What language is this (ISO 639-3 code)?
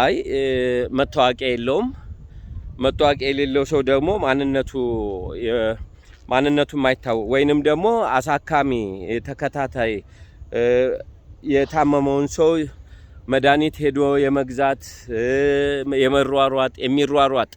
amh